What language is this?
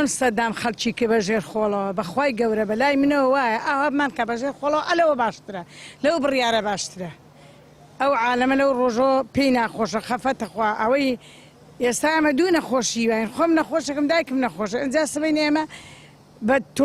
Central Kurdish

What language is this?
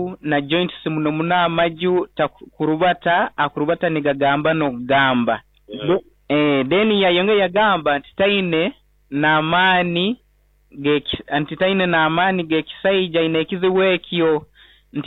Nyoro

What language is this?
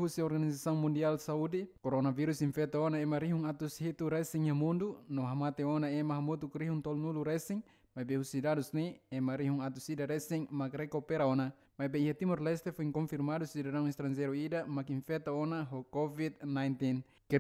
Tetum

